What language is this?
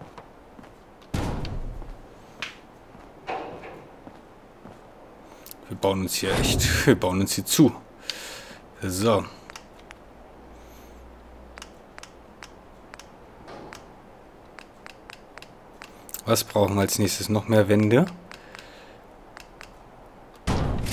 German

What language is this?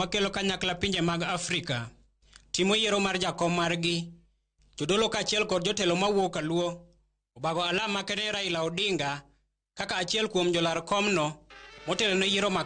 Luo (Kenya and Tanzania)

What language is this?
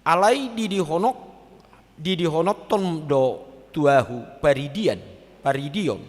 Batak Toba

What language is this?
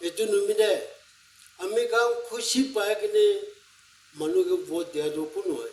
Naga Pidgin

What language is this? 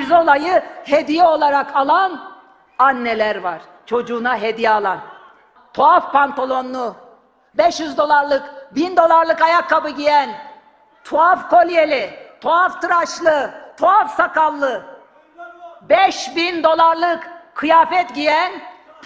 Turkish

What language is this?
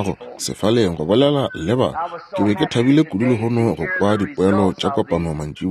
Northern Sotho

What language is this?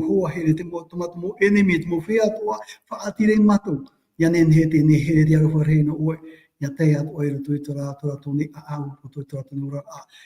Tahitian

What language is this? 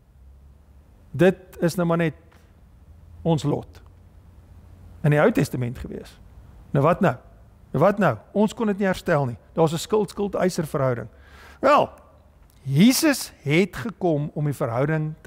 Afrikaans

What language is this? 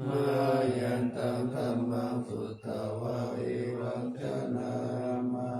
Pali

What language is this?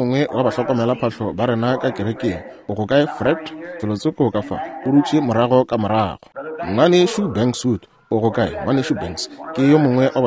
Northern Sotho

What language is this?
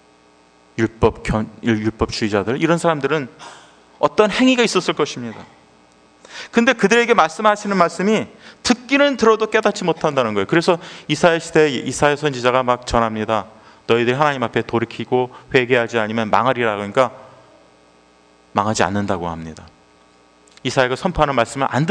Korean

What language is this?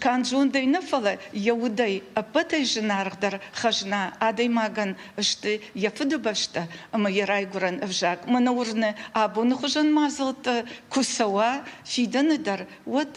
Ossetic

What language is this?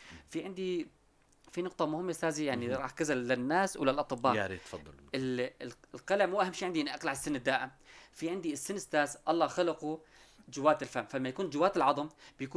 North Levantine Arabic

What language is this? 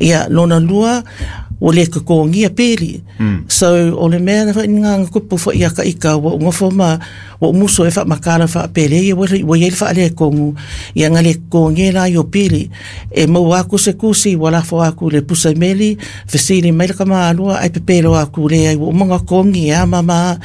Samoan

